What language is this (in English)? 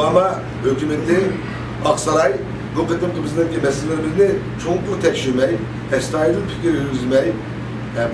Uyghur